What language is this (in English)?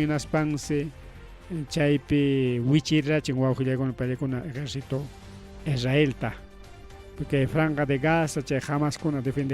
Ayacucho Quechua